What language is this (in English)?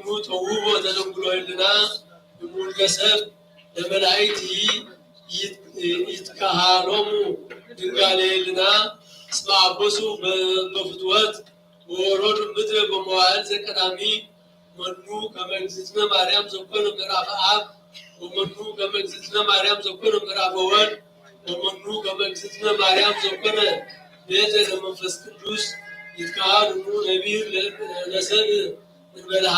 Geez